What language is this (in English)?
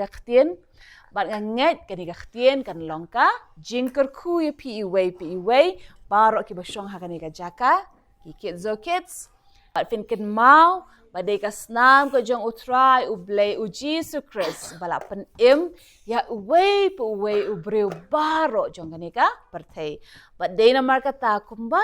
Khasi